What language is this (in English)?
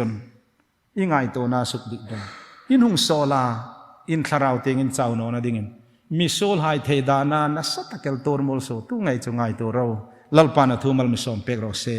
Hmar